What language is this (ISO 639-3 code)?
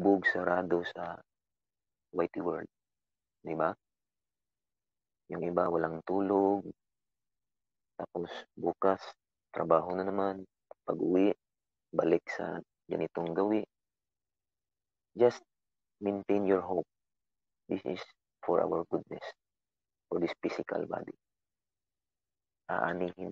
fil